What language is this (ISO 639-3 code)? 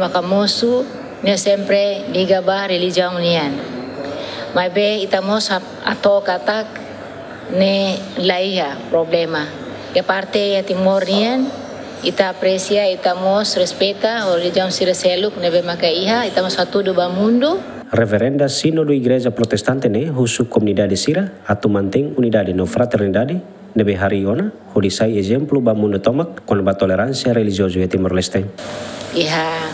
tet